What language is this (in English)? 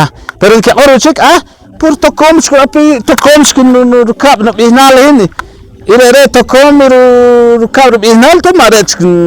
Poqomchi'